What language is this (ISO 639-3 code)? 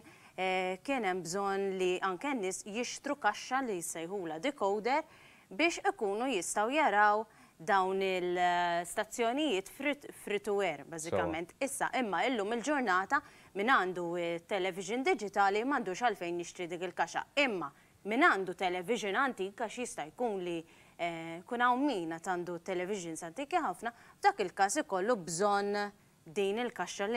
mlt